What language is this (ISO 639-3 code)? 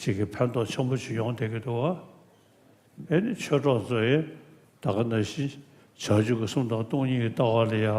bod